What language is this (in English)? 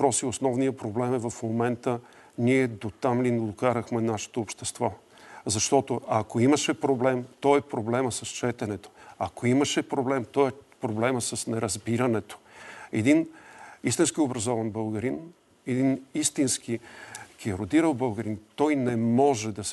Bulgarian